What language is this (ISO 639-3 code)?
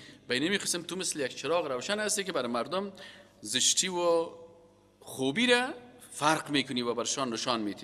fas